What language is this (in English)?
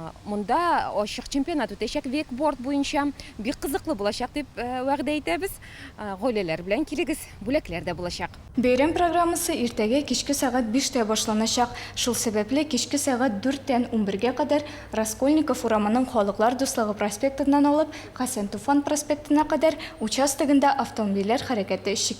Tatar